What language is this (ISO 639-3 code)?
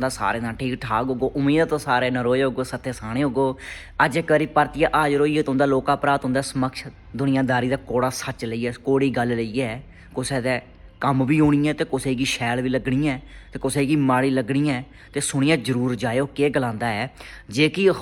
doi